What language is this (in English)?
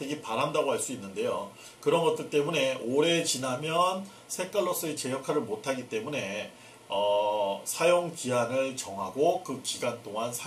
Korean